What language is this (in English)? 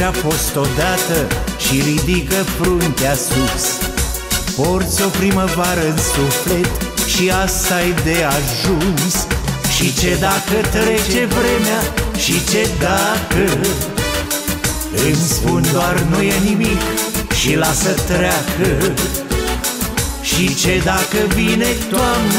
Romanian